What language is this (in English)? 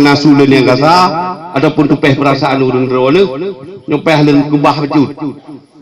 Achinese